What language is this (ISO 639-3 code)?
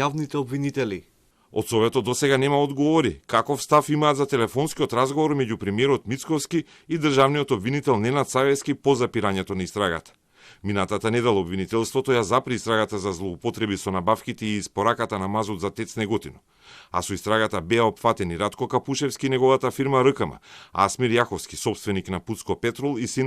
mkd